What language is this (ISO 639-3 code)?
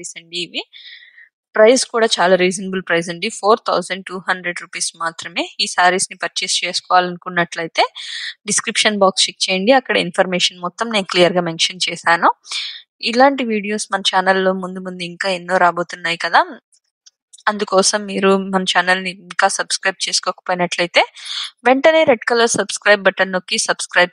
tel